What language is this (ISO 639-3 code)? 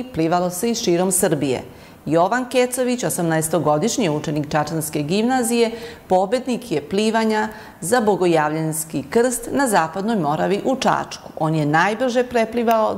srp